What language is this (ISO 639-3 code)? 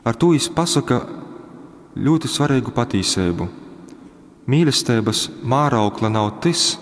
ltg